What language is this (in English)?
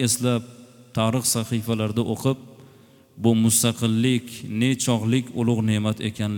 Uzbek